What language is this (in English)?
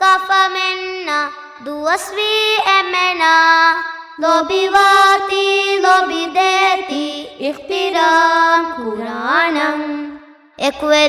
Divehi